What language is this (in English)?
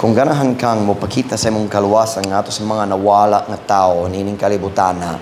Cebuano